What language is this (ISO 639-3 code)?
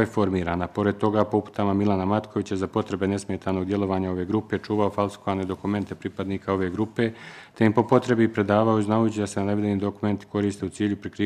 bos